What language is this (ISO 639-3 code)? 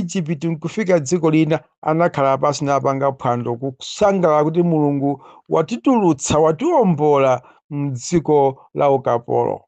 nya